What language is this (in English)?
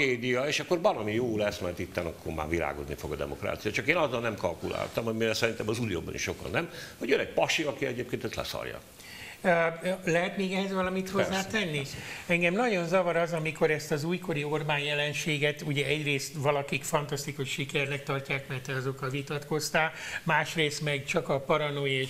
Hungarian